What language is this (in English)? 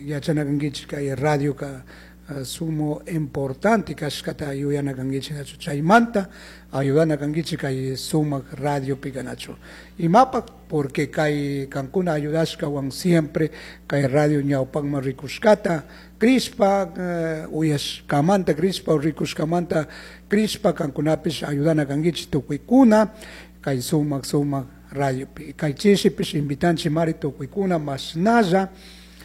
Chimborazo Highland Quichua